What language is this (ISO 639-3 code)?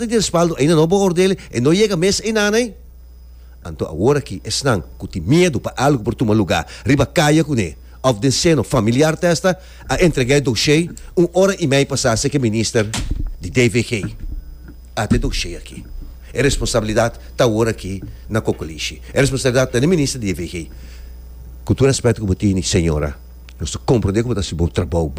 pap